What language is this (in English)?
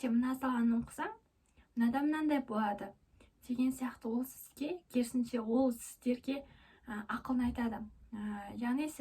Kazakh